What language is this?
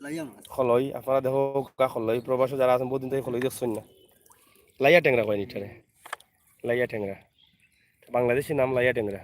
Sylheti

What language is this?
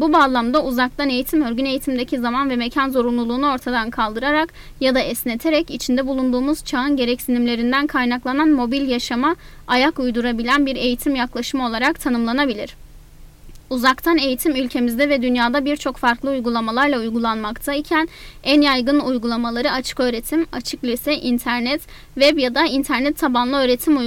Turkish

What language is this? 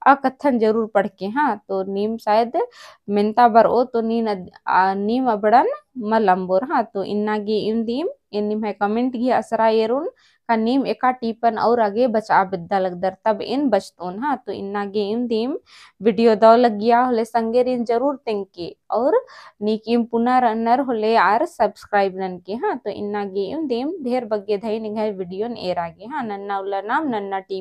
Kurukh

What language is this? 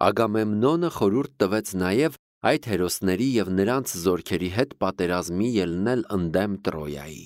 Armenian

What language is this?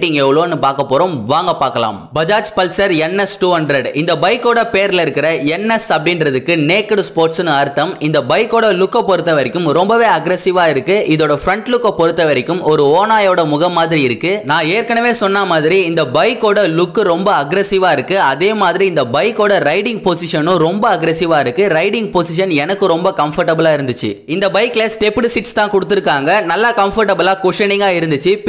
Tamil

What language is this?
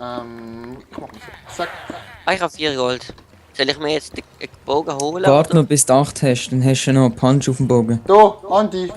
Swiss German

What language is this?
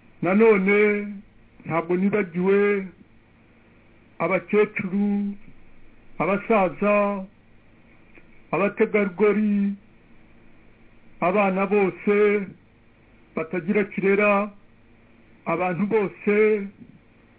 Kinyarwanda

